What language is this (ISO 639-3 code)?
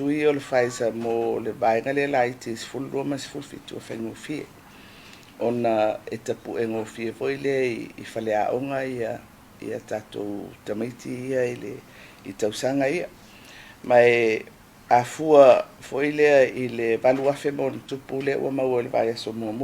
smo